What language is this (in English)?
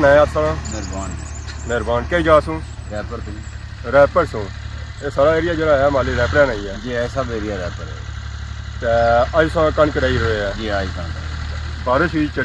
Pahari-Potwari